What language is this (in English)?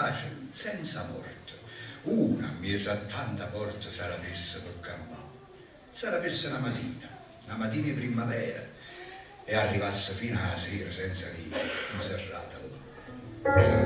Neapolitan